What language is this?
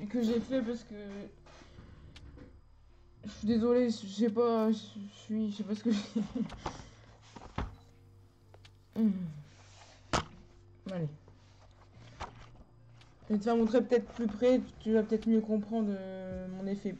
French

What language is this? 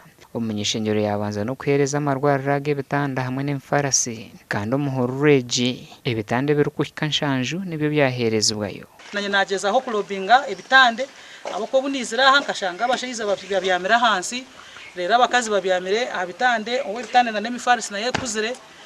Nyankole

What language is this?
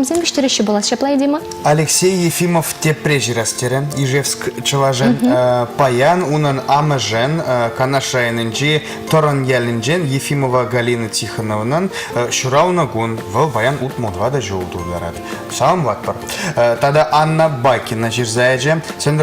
Chuvash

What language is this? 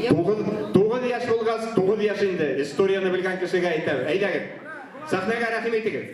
Bashkir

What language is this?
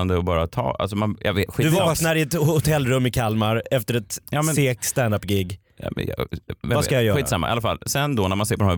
Swedish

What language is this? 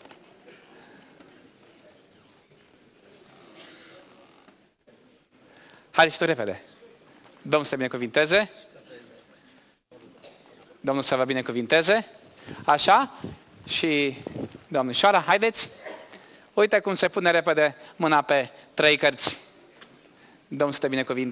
Romanian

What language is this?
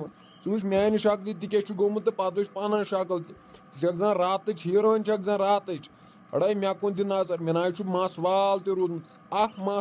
Kashmiri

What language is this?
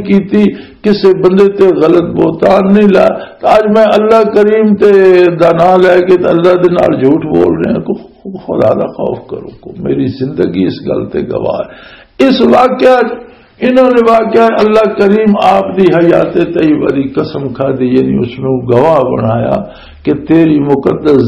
Western Panjabi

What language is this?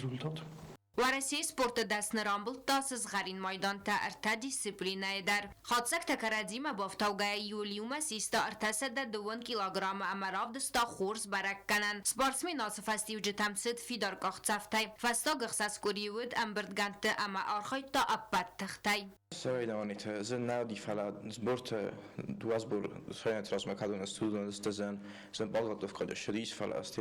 Ossetic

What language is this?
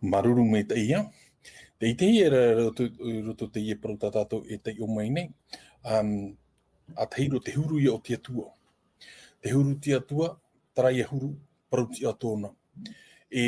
Tahitian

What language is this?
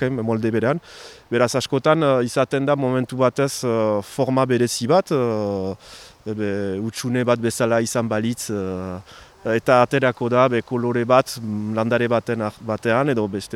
Basque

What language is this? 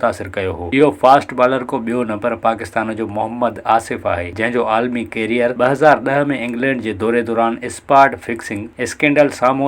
Sindhi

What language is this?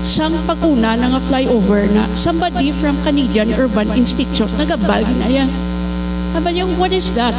Hiligaynon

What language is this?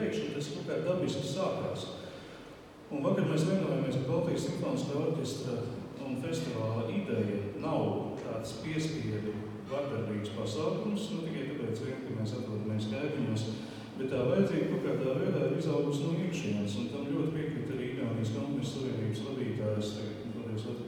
Latvian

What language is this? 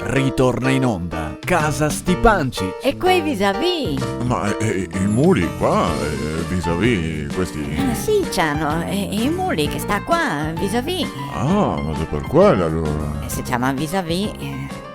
Venetian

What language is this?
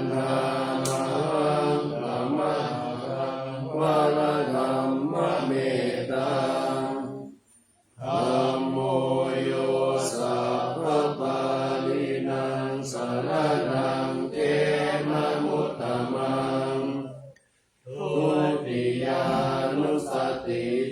Pali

